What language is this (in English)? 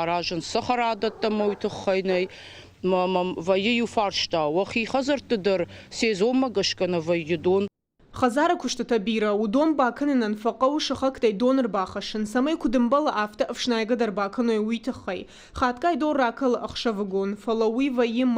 Ossetic